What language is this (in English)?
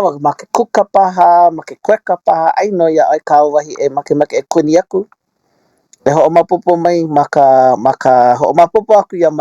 Hawaiian